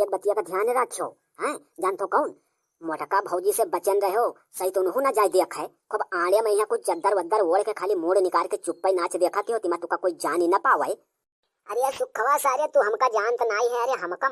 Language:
Awadhi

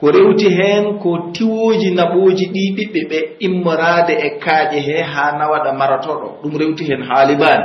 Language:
Pular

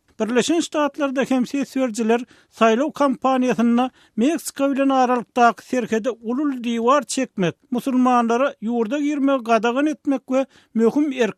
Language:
Turkmen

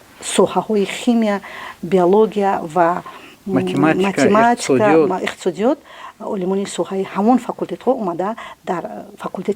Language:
Tajik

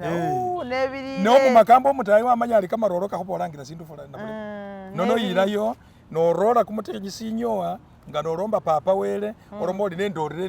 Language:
Masaaba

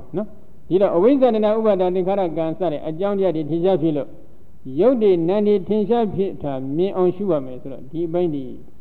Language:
Burmese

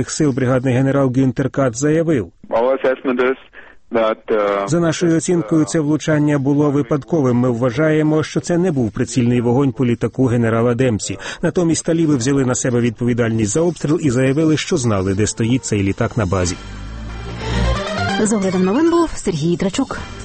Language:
Ukrainian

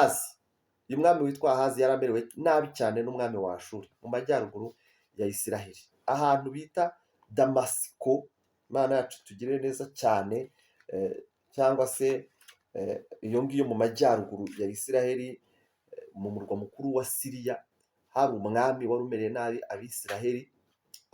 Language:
Kinyarwanda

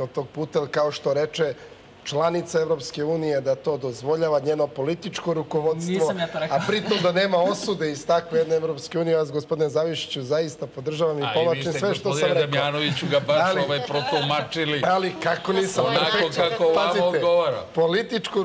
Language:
Serbian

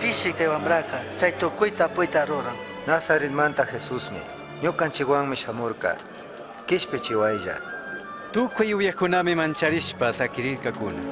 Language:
Chimborazo Highland Quichua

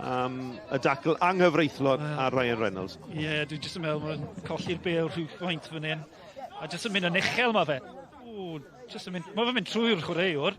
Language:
Welsh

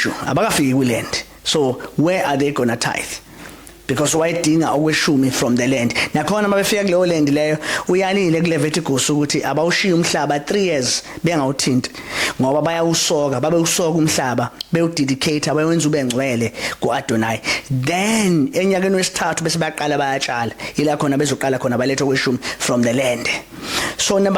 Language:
Zulu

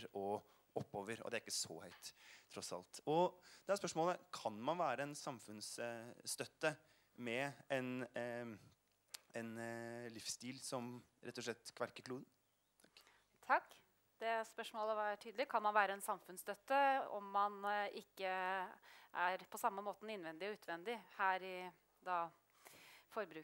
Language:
Norwegian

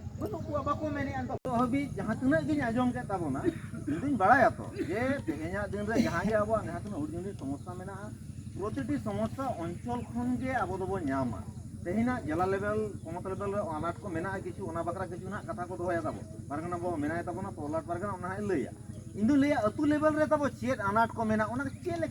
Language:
Santali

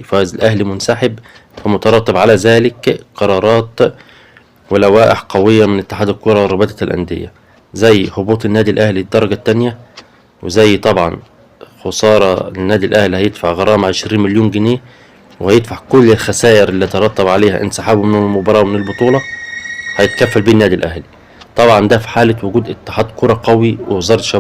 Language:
Egyptian Arabic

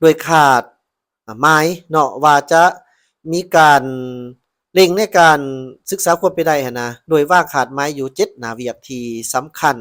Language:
Lao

